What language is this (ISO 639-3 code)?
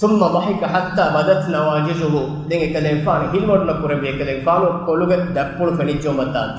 div